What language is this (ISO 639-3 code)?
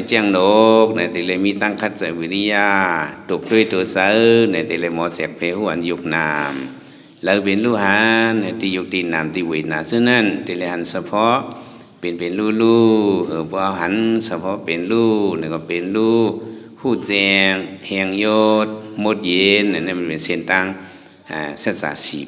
shn